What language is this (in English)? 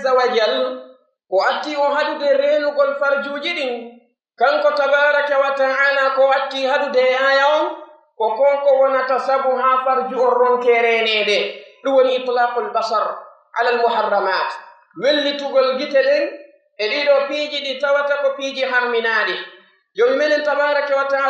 Pular